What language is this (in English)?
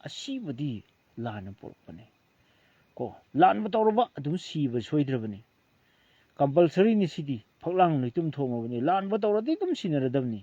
Manipuri